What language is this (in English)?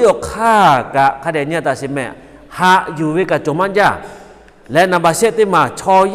Lahu